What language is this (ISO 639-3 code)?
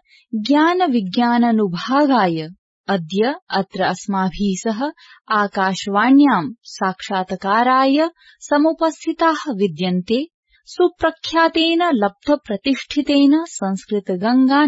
san